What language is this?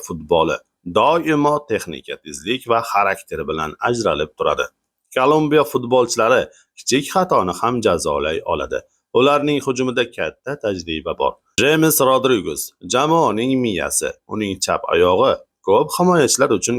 Uzbek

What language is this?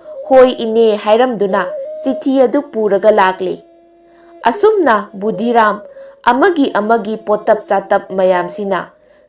Manipuri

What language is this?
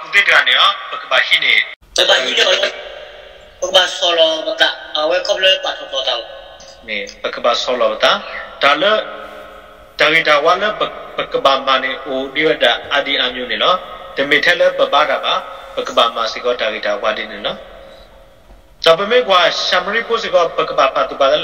S'gaw Karen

